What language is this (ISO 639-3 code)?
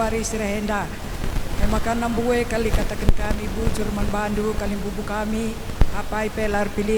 btx